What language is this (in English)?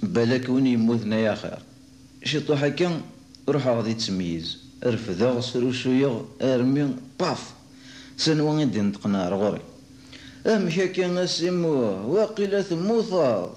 Kabyle